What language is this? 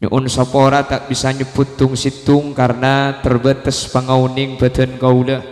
Madurese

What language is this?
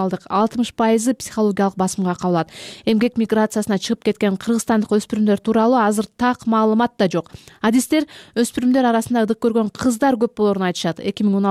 Kyrgyz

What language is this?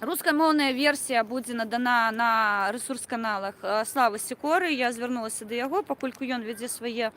Belarusian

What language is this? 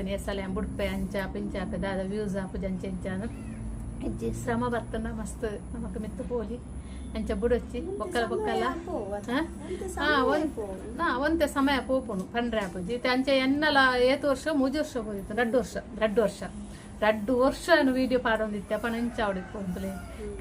Tulu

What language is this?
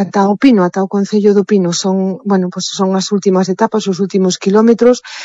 Galician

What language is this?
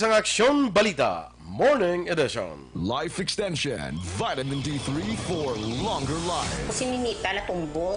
Hiligaynon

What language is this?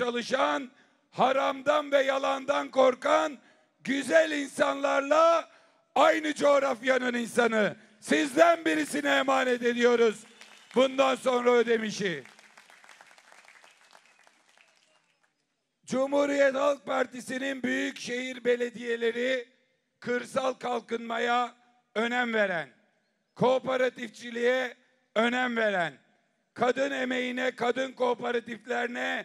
Turkish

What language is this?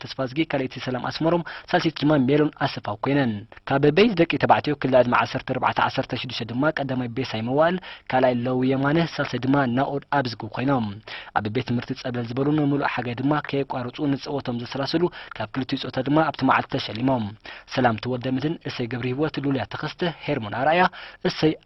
Tigrinya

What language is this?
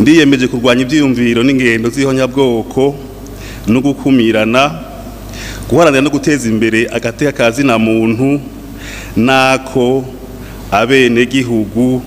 Rundi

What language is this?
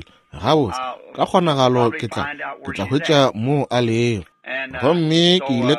Northern Sotho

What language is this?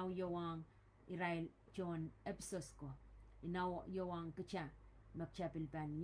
Pohnpeian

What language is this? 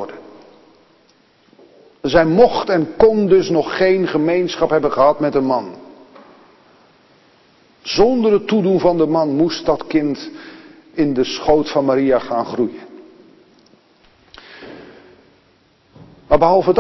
Dutch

